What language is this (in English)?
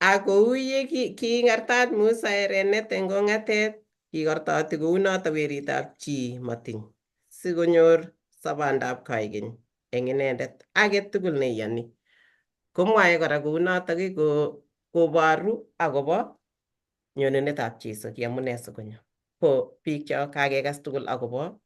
Kalenjin